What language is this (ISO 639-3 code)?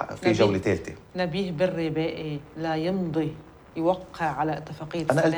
apc